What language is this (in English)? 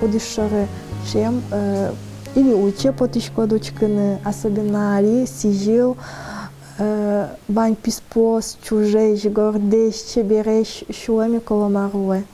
Udmurt